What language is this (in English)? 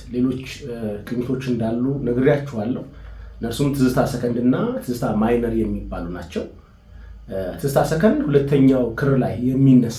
Amharic